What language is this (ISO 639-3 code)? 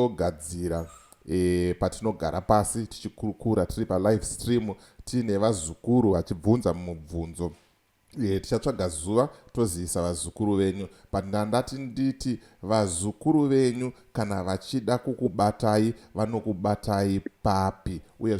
sna